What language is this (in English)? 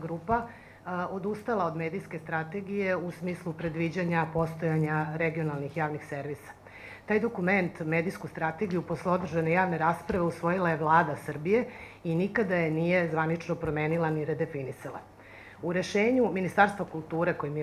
Serbian